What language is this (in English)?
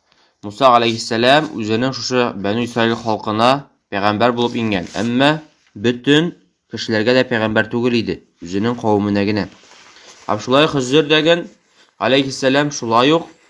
Tatar